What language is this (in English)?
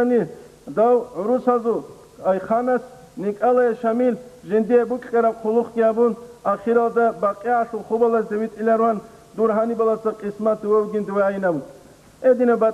Avaric